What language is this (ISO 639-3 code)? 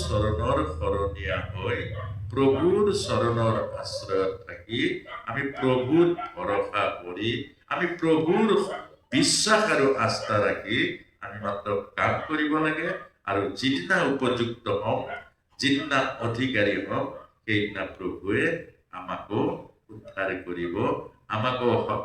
asm